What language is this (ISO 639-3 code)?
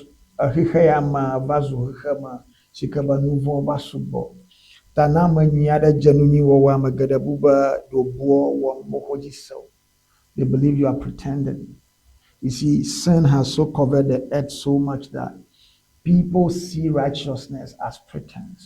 ewe